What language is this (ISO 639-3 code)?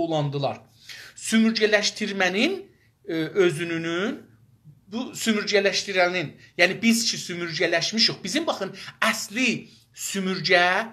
azb